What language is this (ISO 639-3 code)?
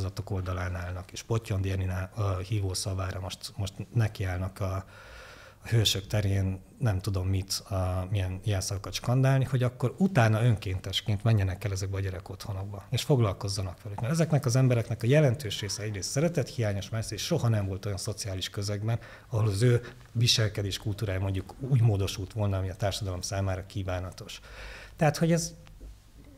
hun